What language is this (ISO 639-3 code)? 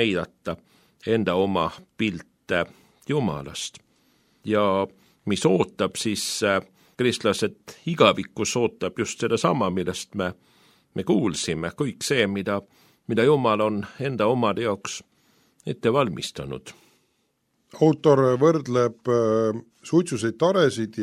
est